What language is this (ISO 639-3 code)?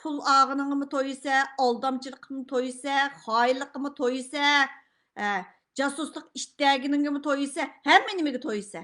uig